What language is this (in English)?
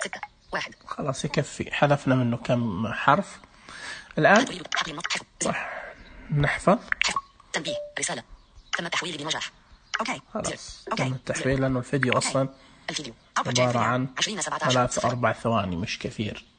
Najdi Arabic